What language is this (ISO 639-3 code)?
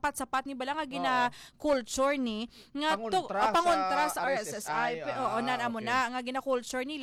hil